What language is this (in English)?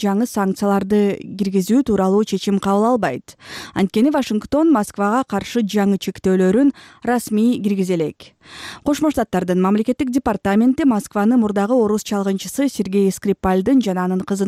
Kyrgyz